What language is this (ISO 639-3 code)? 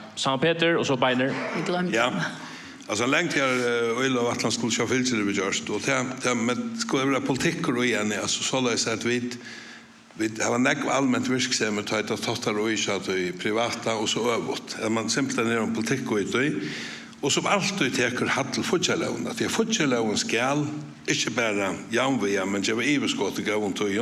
fao